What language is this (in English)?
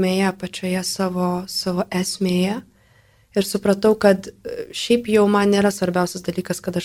Lithuanian